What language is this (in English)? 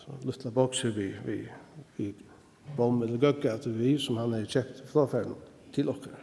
Faroese